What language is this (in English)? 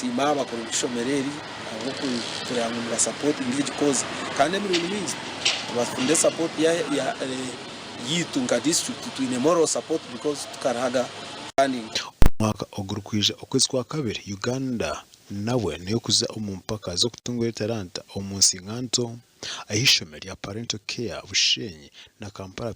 Nyankole